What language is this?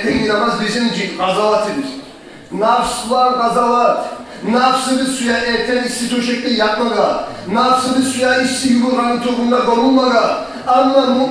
Kumyk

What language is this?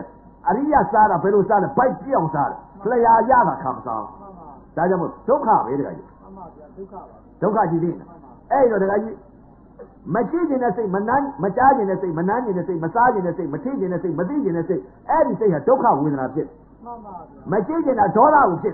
Burmese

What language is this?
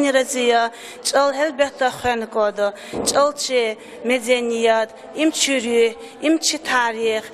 Lezghian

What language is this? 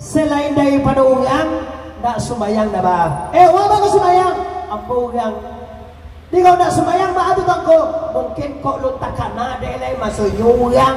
Minangkabau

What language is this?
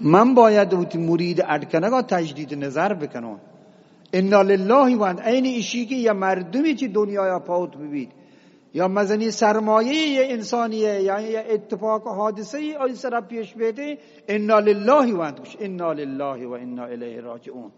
Eastern Balochi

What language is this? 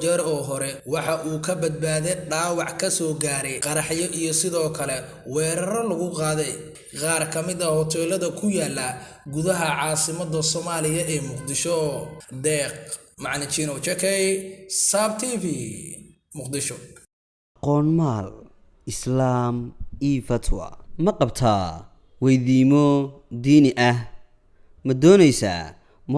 Somali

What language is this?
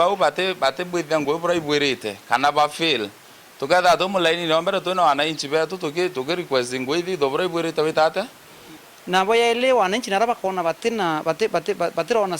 Meru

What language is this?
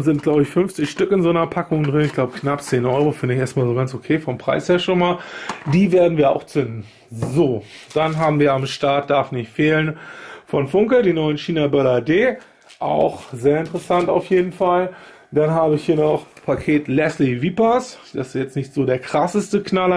German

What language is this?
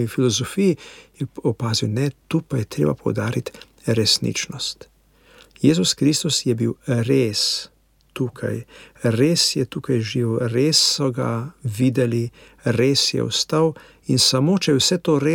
Slovenian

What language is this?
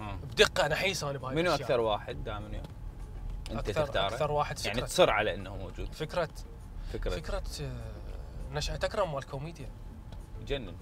Mesopotamian Arabic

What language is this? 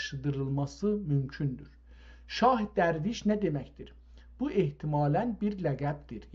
South Azerbaijani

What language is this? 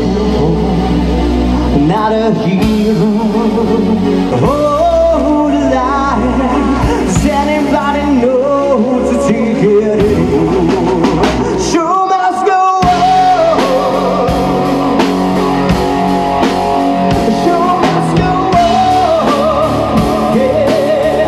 Slovak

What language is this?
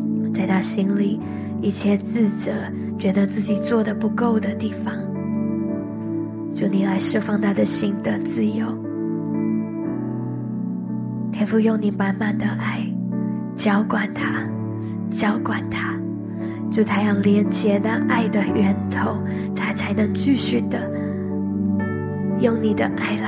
Chinese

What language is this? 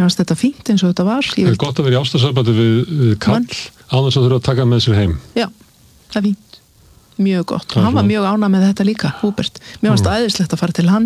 Icelandic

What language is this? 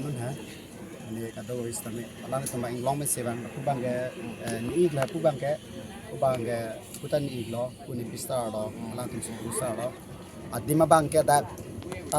Karbi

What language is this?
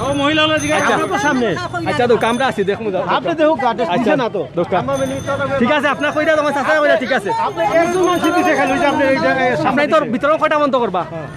Sylheti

